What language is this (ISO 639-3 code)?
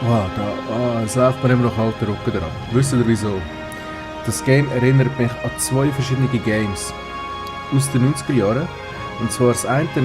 gsw